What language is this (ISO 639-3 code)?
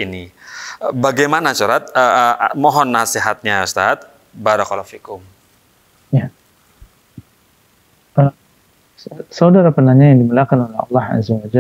ind